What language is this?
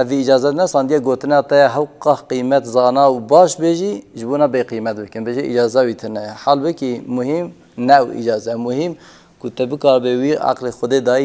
Kurdish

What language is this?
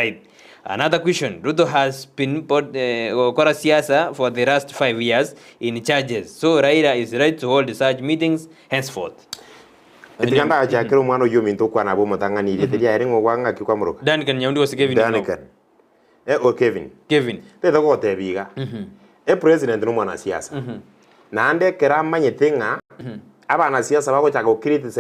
Gusii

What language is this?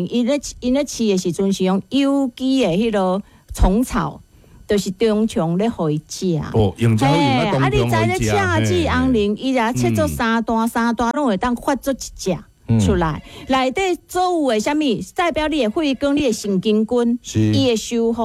Min Nan Chinese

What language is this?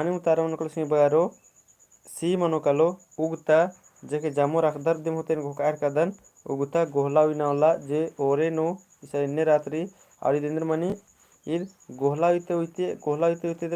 Kurukh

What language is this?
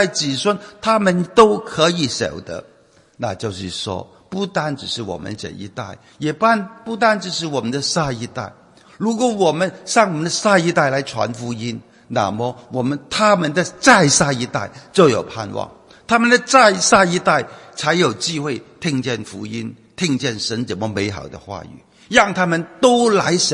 Chinese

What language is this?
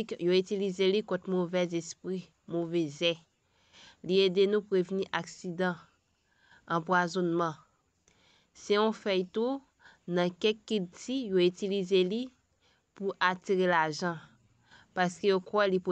Haitian Creole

